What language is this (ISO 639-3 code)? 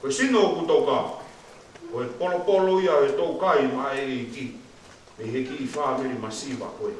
ton